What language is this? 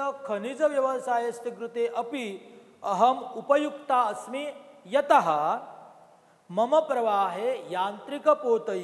Sanskrit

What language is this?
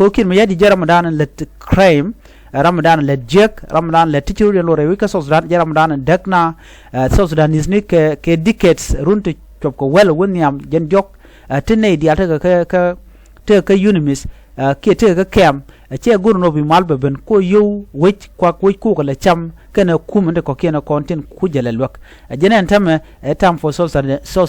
Nuer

